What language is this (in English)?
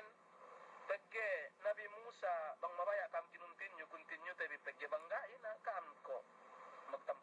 Yakan